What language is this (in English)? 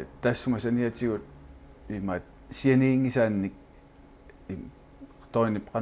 Kalaallisut